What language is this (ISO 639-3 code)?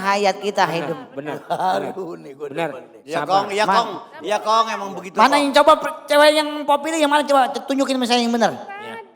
bew